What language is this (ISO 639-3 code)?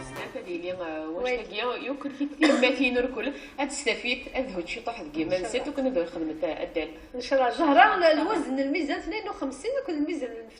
kab